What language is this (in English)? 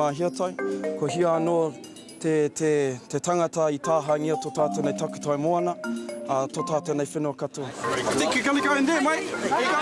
Māori